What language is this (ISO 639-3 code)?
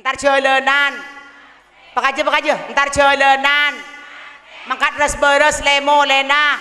mad